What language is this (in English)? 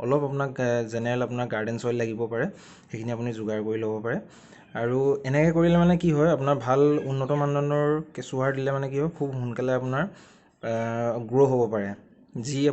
Assamese